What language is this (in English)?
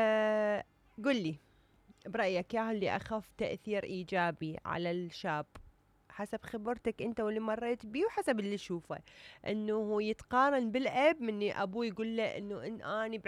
Mesopotamian Arabic